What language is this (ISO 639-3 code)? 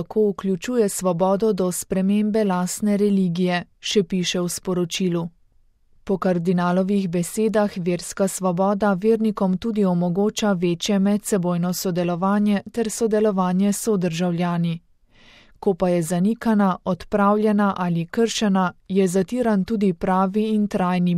slv